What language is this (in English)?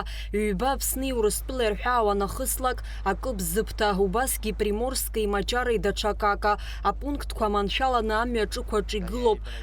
Abkhazian